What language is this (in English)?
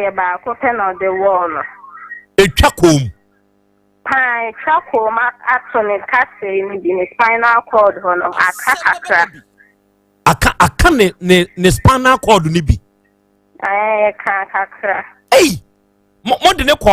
Akan